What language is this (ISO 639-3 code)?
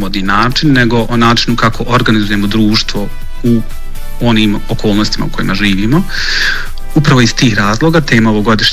bos